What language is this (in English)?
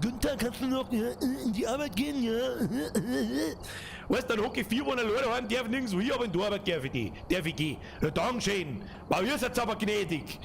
Bavarian